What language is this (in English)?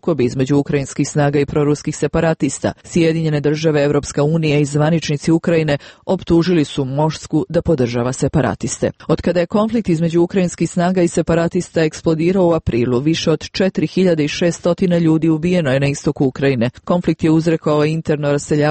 Croatian